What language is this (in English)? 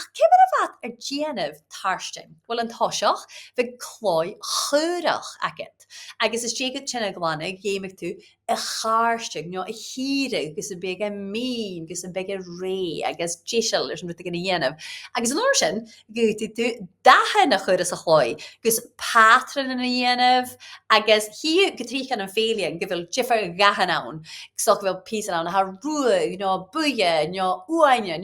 Scottish Gaelic